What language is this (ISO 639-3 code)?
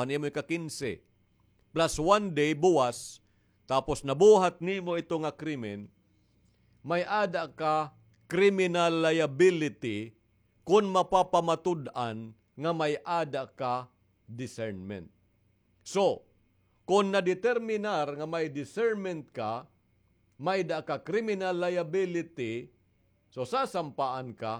war